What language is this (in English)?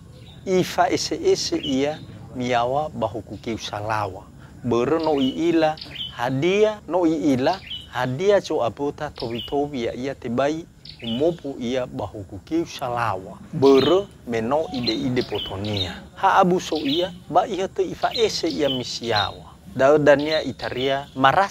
Nias